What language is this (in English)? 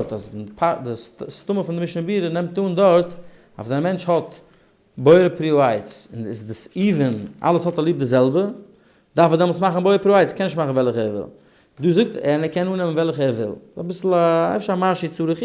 Yiddish